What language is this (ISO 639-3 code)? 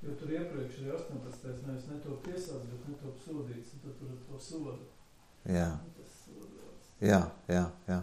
lav